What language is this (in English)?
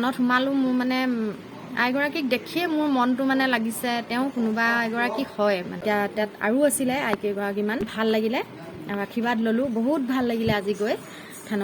Assamese